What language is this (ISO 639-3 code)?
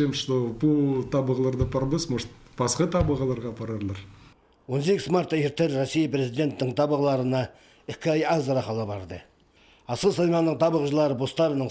kjh